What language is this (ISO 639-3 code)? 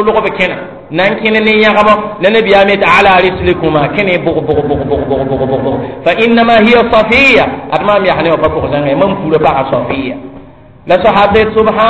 mos